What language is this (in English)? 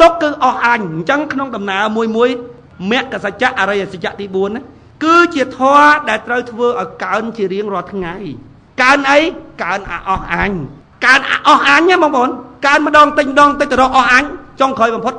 Khmer